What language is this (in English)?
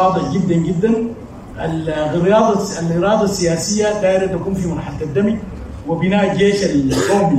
Sudanese Arabic